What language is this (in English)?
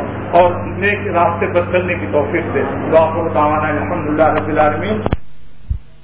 Urdu